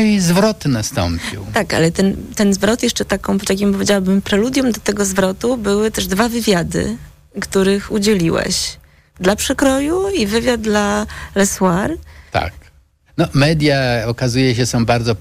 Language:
Polish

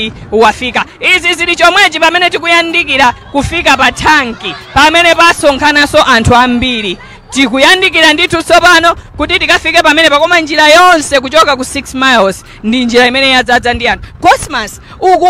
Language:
Nyanja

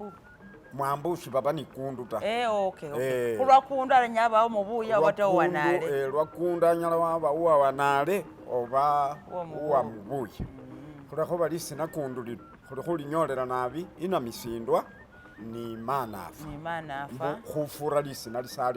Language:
Masaaba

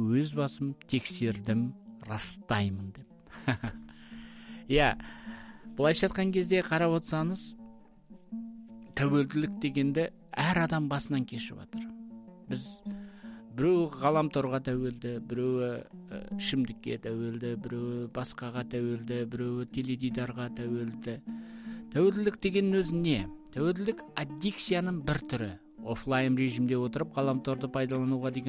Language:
Kazakh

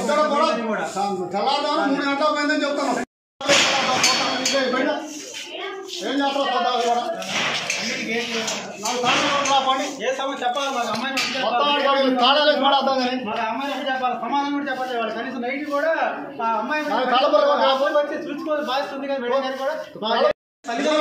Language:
Telugu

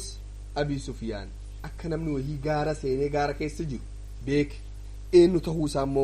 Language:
Oromo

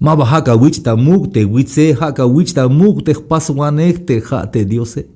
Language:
Tzeltal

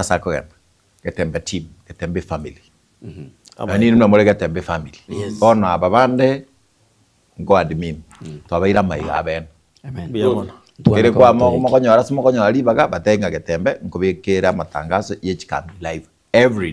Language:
Gusii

